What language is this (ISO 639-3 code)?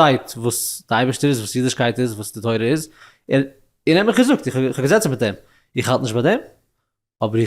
yid